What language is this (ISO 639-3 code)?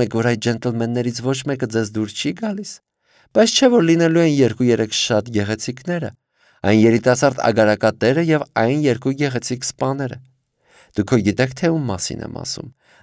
hye